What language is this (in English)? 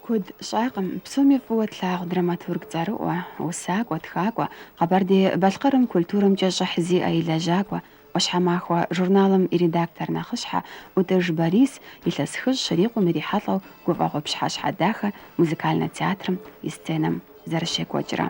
Kabardian